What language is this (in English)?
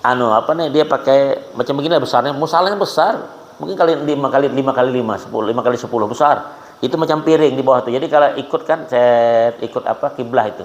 Banjar